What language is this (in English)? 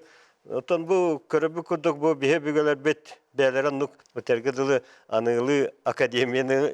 Yakut